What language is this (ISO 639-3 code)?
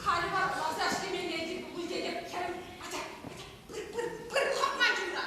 chv